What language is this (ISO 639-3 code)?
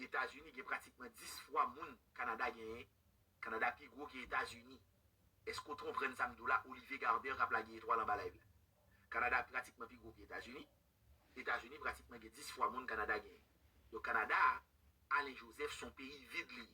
hat